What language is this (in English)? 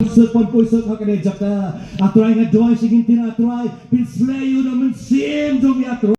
Khasi